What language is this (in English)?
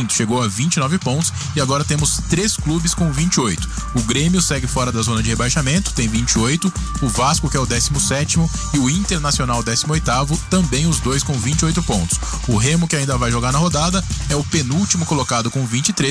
Portuguese